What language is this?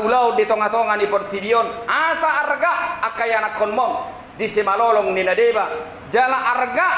Batak Toba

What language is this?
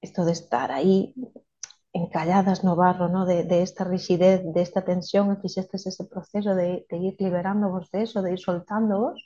Galician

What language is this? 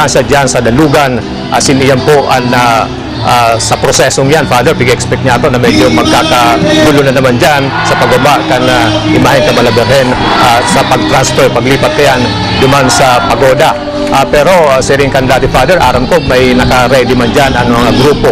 Bikol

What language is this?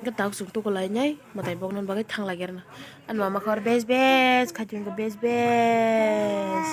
Kok Borok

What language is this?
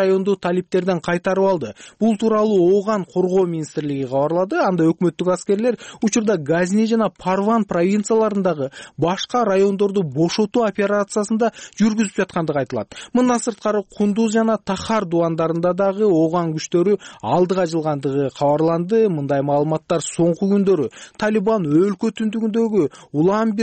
Kyrgyz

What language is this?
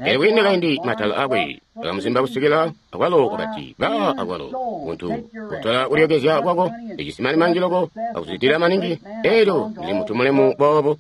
Tonga (Zambia)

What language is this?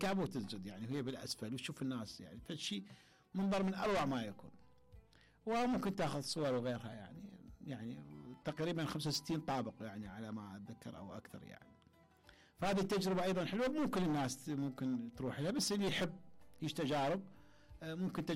Mesopotamian Arabic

